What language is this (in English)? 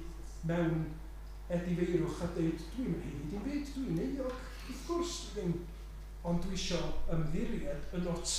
Welsh